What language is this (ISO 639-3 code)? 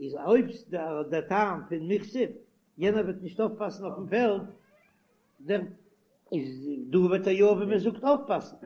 yid